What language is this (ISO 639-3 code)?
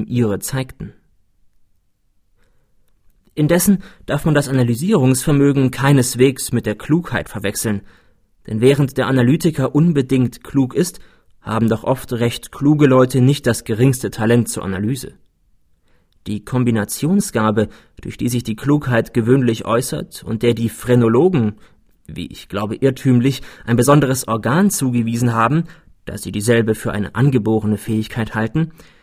deu